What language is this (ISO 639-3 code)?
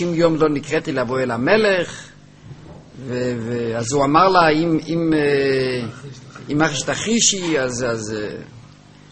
heb